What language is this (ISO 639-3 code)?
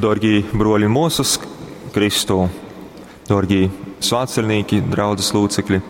ltg